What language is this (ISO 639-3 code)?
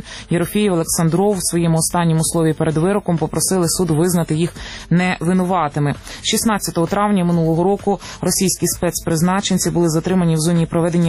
ukr